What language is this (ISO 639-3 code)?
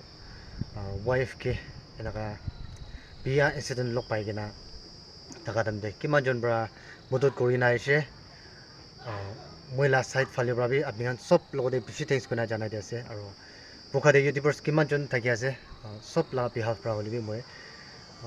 nag